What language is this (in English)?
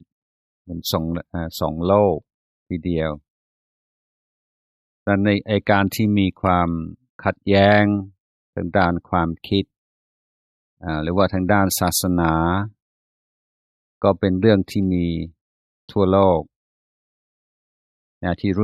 Thai